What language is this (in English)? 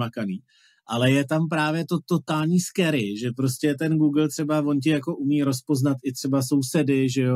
Czech